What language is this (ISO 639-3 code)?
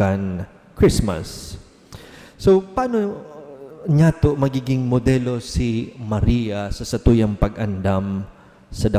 bik